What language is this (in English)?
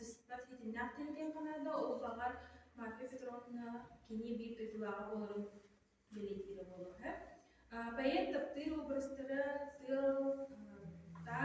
Yakut